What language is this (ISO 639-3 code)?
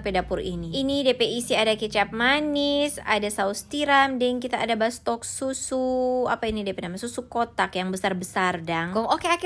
xmm